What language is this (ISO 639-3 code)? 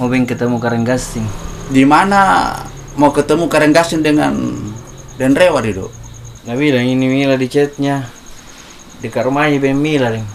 mfp